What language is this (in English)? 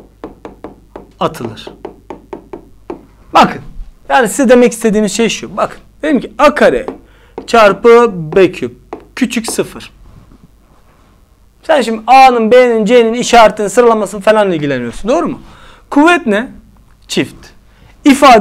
Turkish